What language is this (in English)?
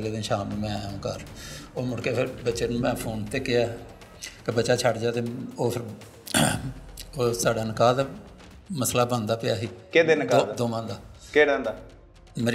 Punjabi